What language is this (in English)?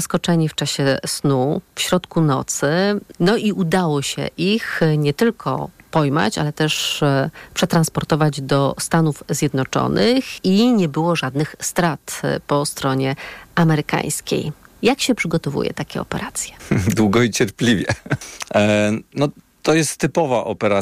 Polish